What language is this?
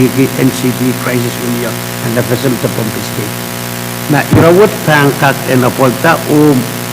Pohnpeian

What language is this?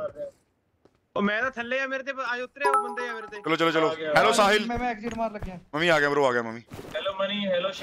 Punjabi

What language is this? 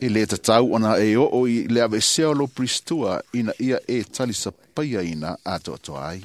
Samoan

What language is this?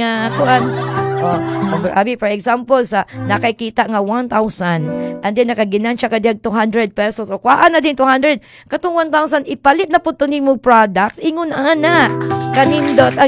Cebuano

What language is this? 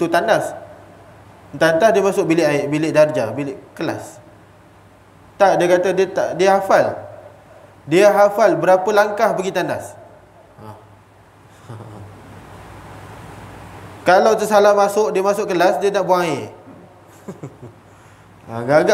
Malay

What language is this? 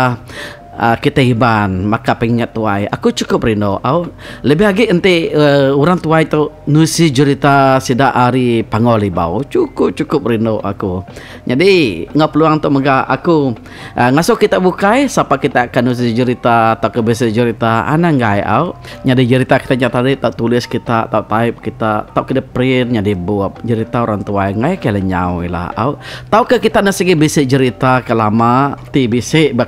Iban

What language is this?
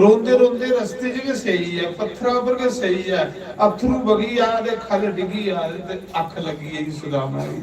Dogri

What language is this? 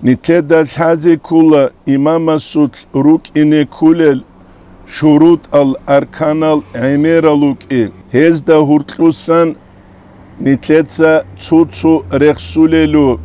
Avaric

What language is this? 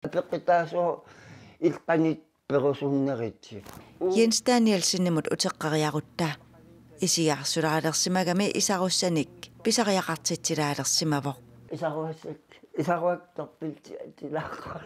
Kalaallisut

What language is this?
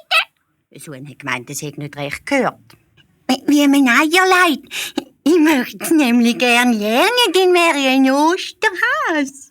Swiss German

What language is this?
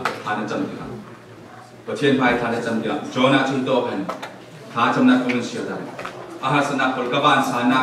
Falam Chin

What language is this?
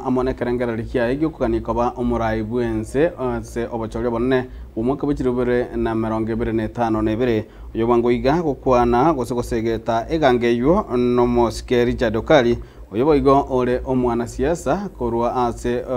Gusii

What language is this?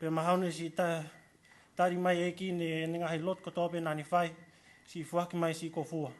Tongan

